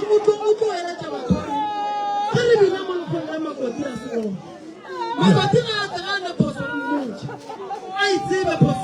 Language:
Northern Sotho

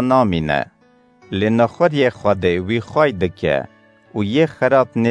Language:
Kurdish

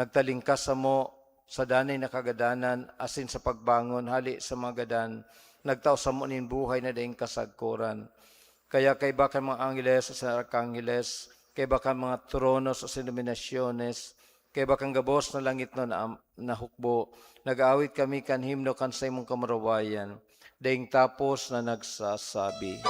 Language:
Bikol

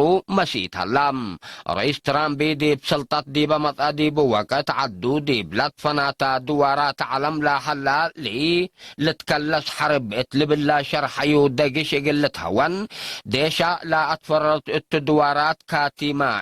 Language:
Tigre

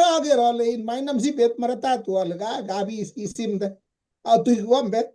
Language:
Kalenjin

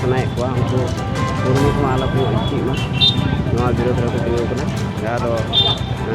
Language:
Santali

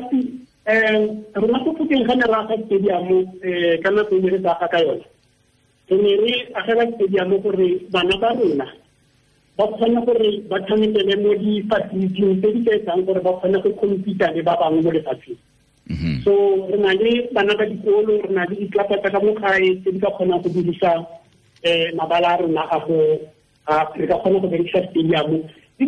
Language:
Tswana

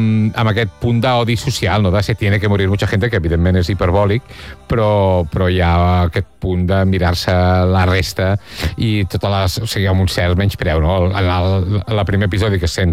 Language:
Catalan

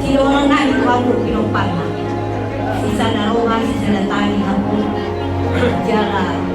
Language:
Batak Toba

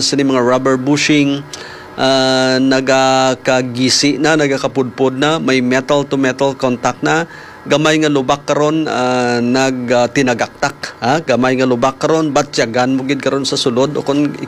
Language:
Hiligaynon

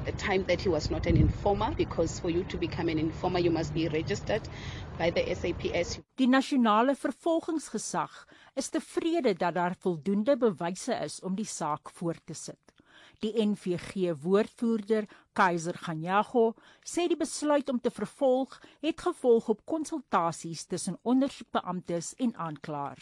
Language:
Afrikaans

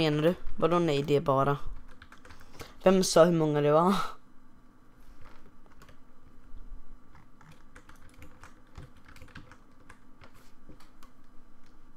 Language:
Swedish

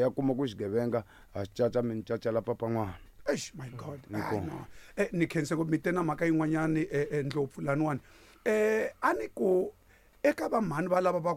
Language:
Tsonga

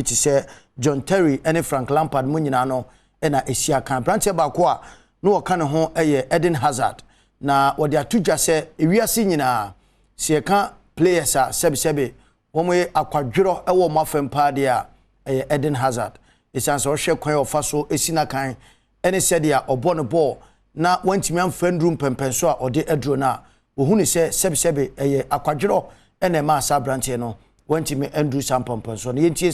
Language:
Akan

